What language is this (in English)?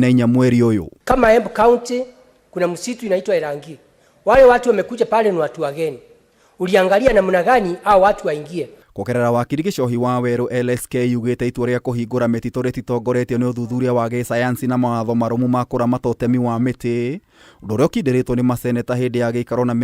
Kikuyu